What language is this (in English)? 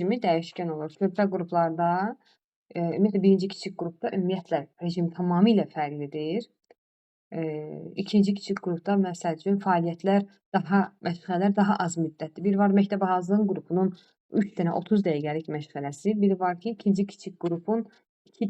Azerbaijani